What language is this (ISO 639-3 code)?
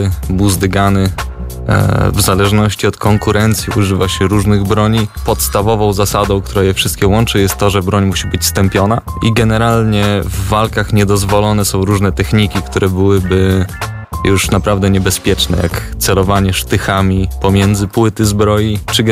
pol